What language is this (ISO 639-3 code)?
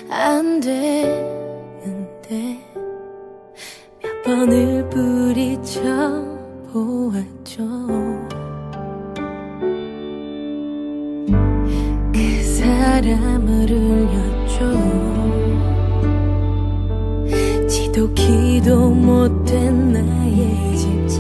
kor